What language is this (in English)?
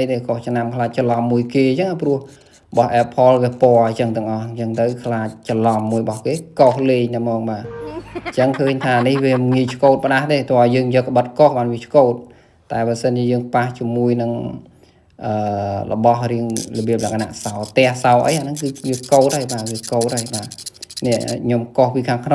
Khmer